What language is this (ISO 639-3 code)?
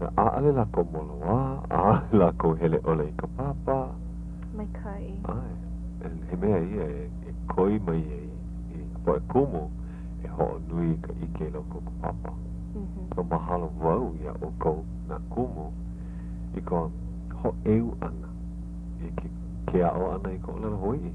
haw